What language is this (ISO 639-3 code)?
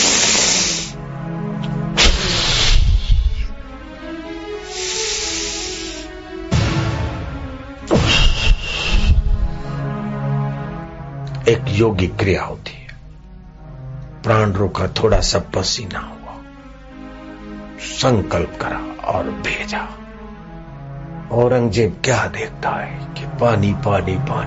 hin